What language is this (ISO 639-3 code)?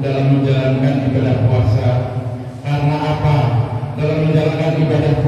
ind